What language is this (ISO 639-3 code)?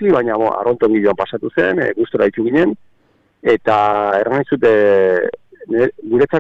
eus